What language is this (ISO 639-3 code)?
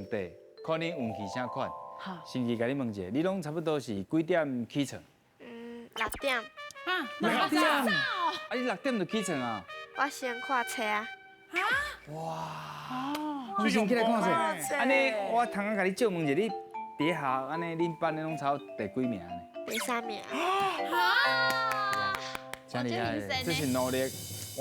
nan